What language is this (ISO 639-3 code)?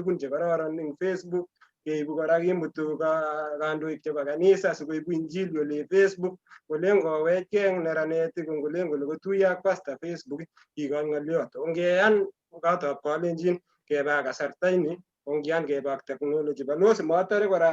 kln